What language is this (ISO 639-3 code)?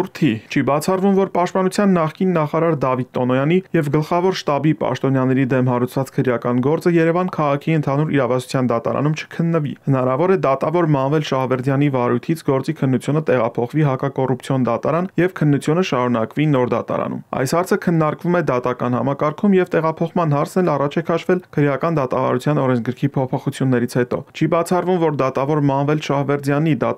hye